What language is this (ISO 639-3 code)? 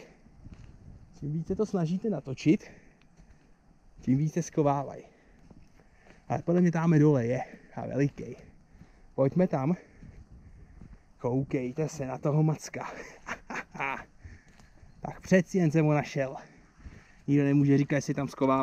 ces